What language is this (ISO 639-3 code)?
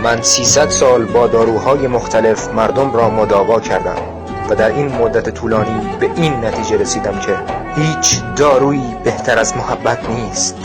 tgk